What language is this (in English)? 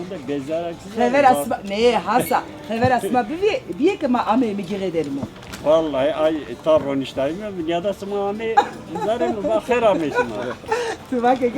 Zaza